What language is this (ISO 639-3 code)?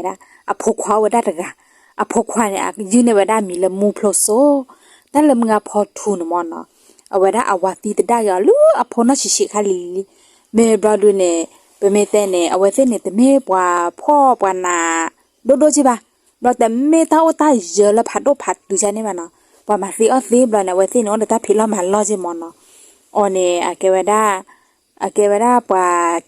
ksw